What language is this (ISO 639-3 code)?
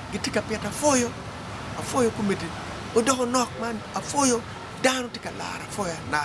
ach